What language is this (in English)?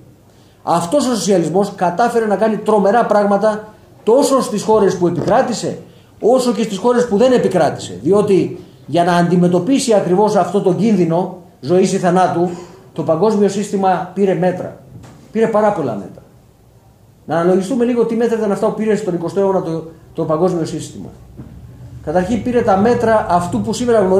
Greek